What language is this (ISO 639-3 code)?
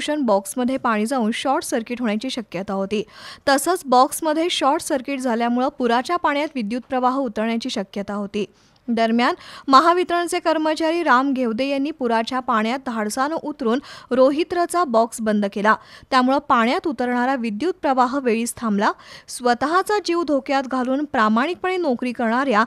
mar